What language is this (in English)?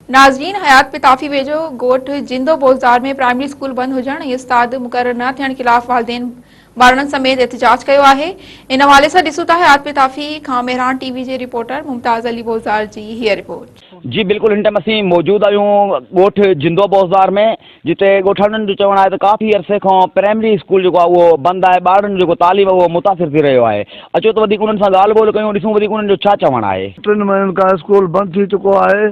Sindhi